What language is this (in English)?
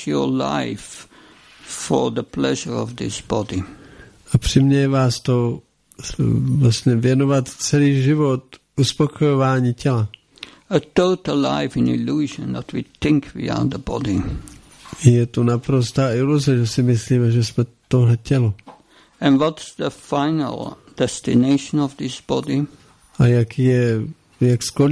Czech